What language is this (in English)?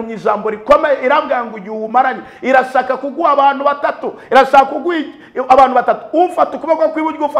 Kinyarwanda